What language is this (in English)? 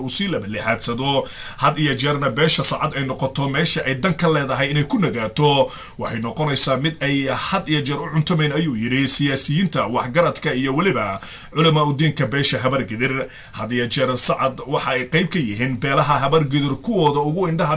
Somali